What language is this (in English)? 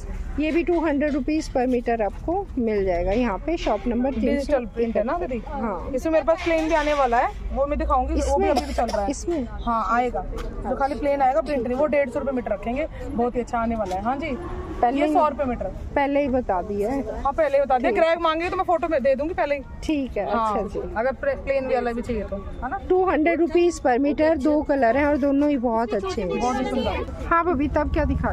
Hindi